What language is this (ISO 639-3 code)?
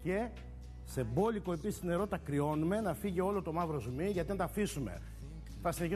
ell